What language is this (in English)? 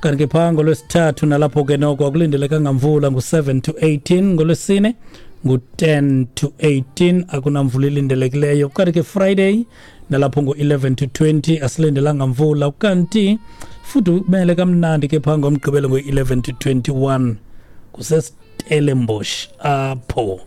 Xhosa